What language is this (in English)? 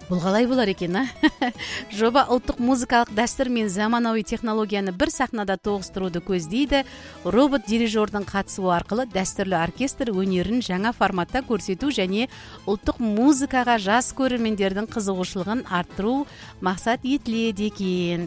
Kazakh